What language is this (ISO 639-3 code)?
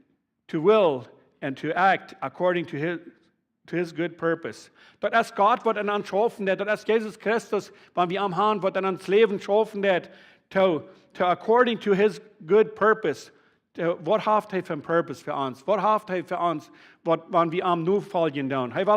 pdt